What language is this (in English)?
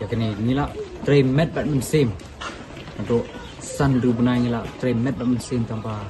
Khasi